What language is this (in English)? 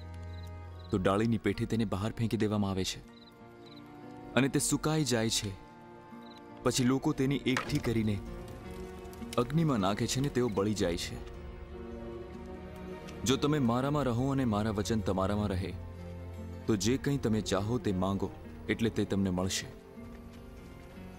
Gujarati